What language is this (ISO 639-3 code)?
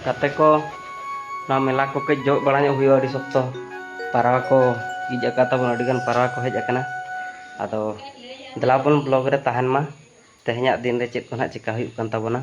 sat